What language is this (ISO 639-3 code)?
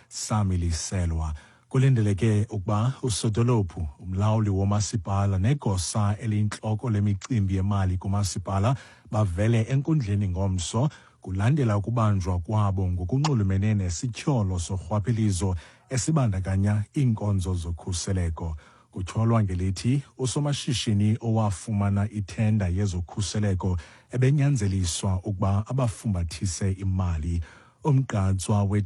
xho